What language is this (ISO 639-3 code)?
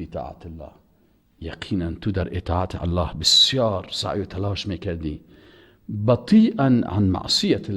fas